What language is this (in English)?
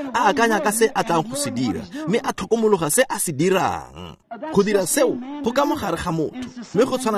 Tswana